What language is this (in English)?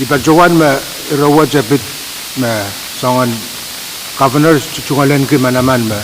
Pohnpeian